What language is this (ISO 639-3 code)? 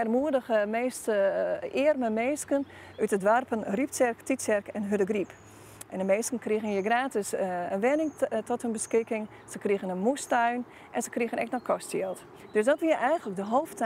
fry